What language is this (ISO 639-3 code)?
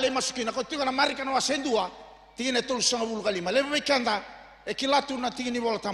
fij